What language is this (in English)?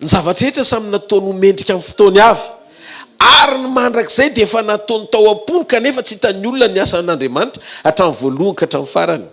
Malagasy